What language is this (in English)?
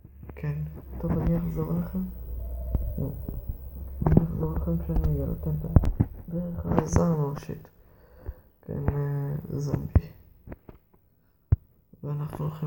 Hebrew